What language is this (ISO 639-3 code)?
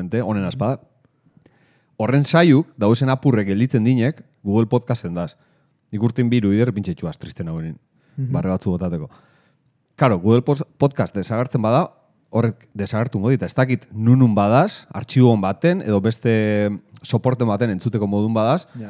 eus